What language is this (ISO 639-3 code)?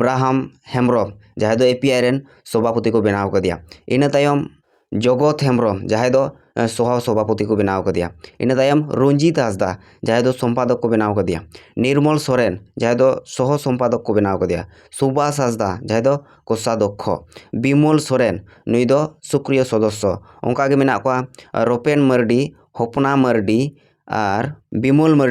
sat